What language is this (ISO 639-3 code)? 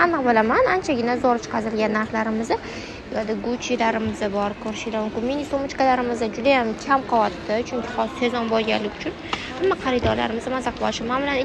uzb